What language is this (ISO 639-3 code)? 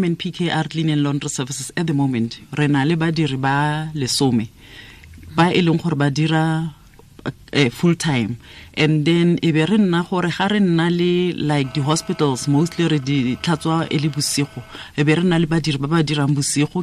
tsn